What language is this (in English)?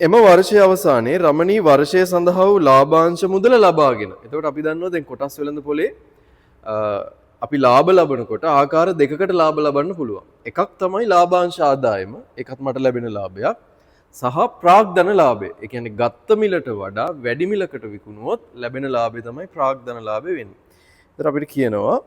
Sinhala